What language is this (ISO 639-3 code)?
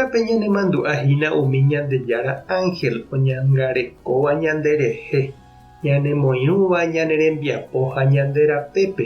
grn